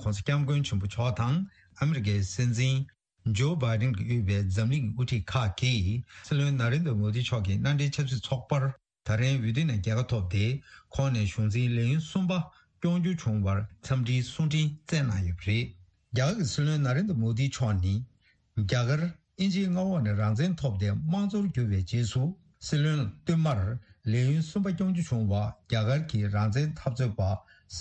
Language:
Tibetan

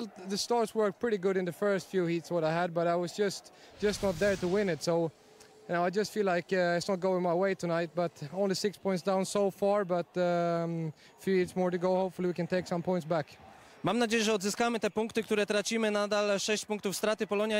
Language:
Polish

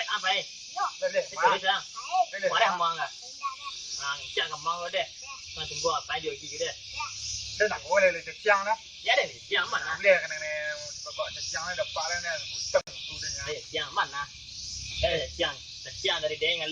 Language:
Minangkabau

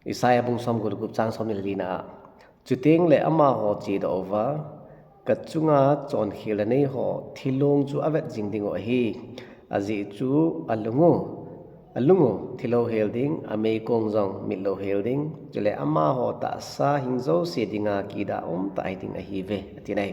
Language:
Thado Chin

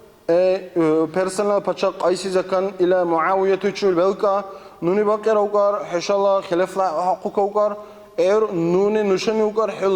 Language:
Dargwa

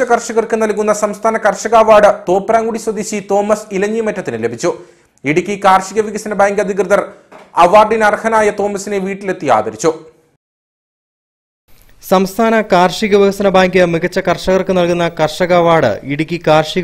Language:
Malayalam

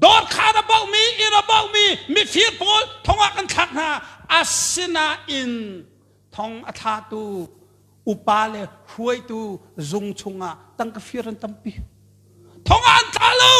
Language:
Hakha Chin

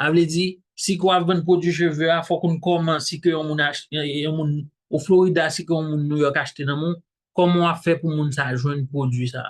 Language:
Haitian Creole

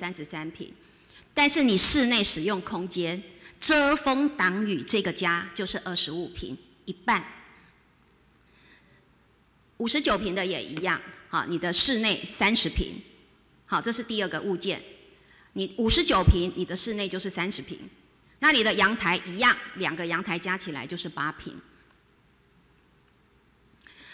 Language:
Chinese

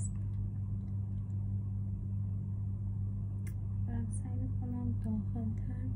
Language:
Persian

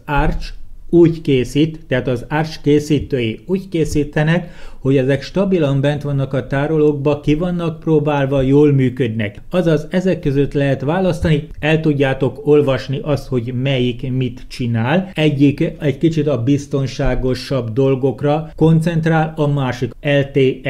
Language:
Hungarian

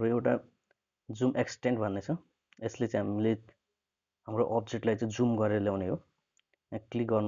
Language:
Nepali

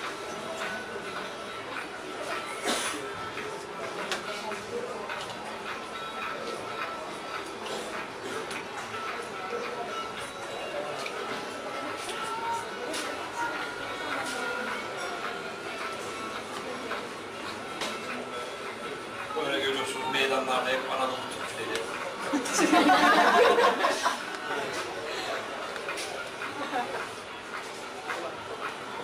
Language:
Turkish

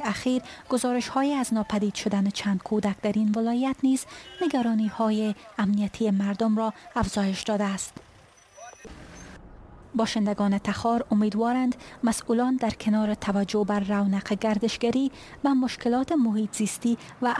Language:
Persian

